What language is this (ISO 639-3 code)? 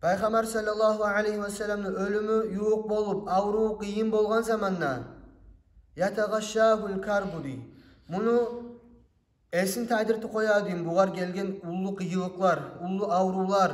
kum